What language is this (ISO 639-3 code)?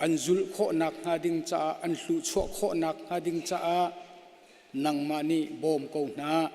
cnh